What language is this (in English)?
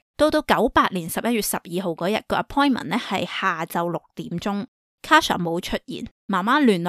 Cantonese